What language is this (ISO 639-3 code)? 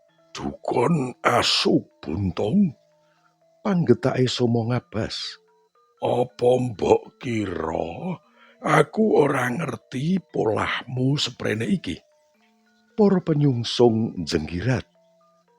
jav